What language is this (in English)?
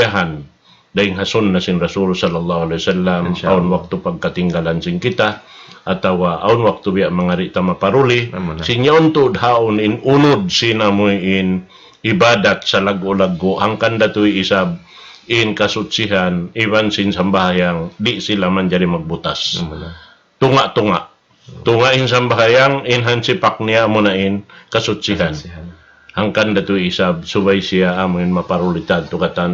Tausug